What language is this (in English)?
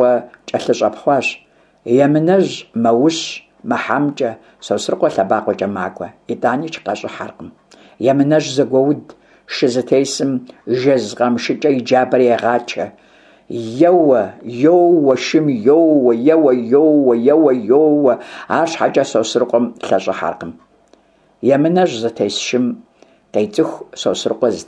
Kabardian